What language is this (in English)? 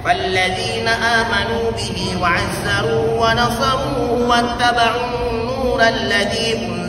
Maranao